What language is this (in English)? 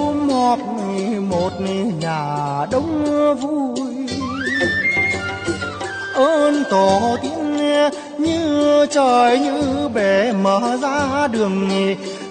Vietnamese